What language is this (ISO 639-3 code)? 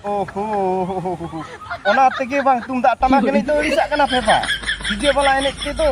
sat